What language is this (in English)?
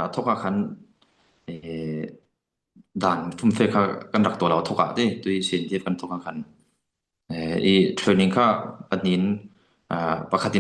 Falam Chin